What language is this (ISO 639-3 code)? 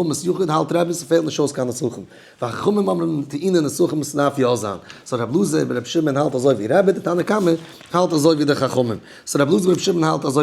yid